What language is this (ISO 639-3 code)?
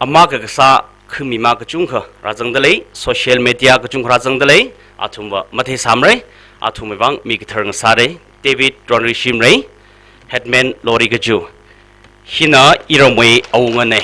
nmf